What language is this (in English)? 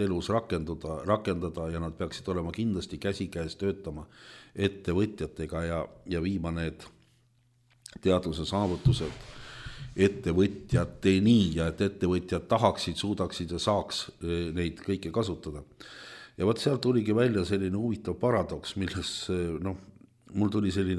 Estonian